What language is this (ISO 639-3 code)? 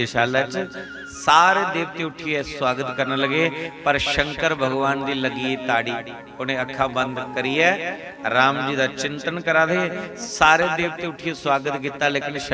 doi